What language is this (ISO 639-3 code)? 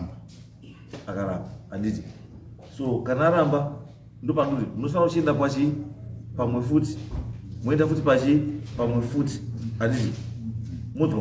sna